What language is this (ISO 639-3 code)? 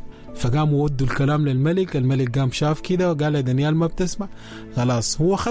apd